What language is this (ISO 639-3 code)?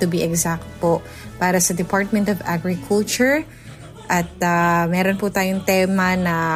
fil